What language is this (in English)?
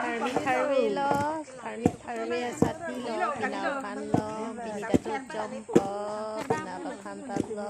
Karbi